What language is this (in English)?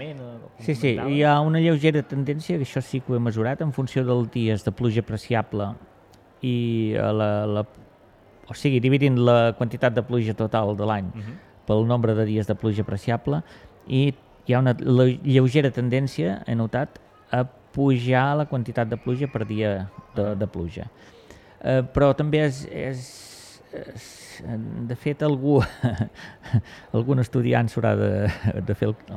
Catalan